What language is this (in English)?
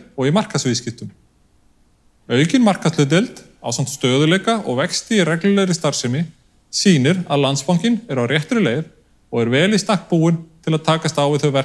Icelandic